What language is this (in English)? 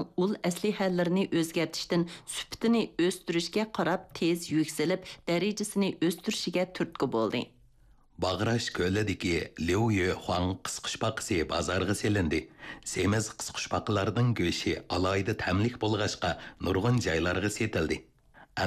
Uyghur